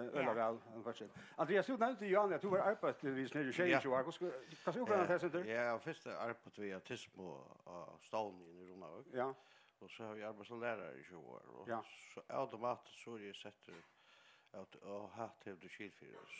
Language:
Faroese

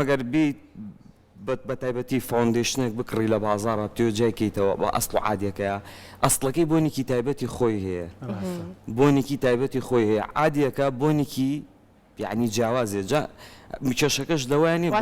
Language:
Central Kurdish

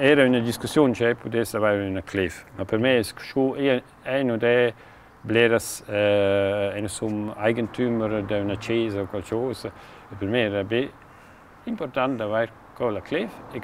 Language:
Romansh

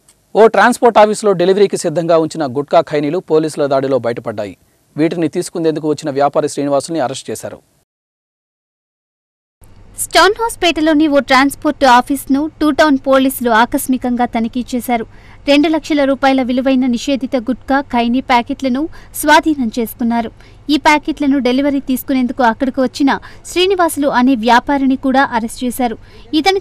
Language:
Telugu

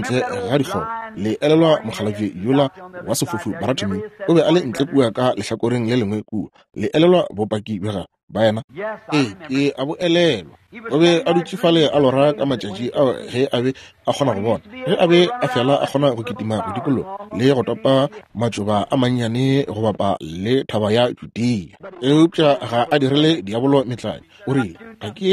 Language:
Northern Sotho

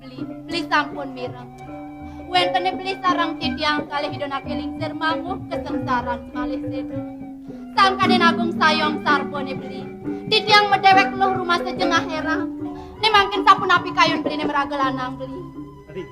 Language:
Balinese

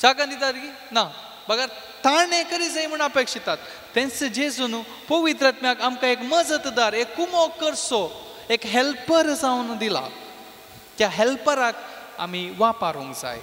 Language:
Konkani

